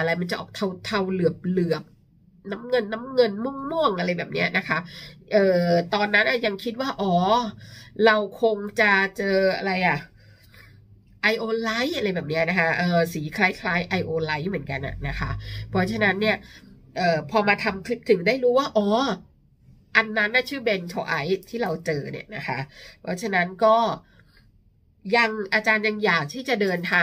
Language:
Thai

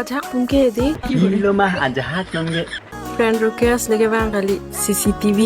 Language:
Karbi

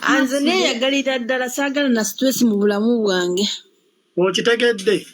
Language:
Ganda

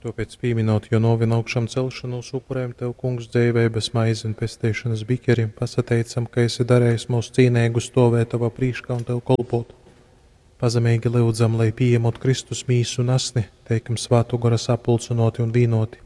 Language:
Latgalian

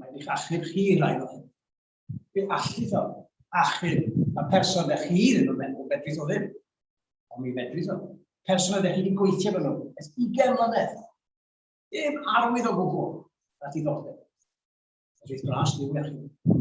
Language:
Welsh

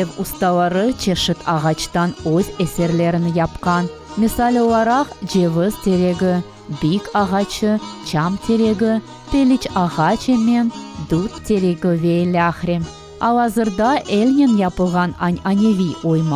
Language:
Crimean Tatar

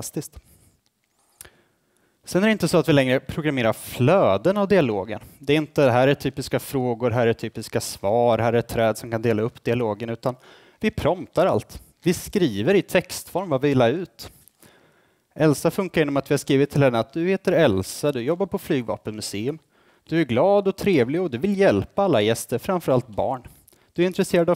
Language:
Swedish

